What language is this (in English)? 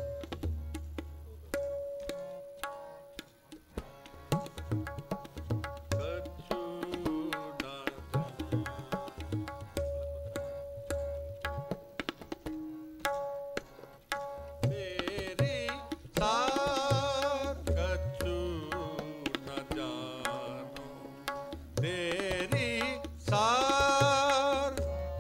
Punjabi